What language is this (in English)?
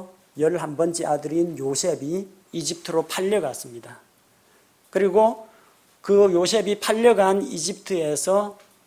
Korean